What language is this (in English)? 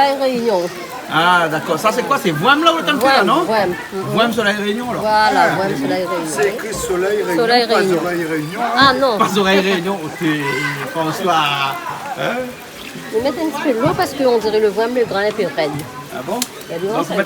Réunion Creole French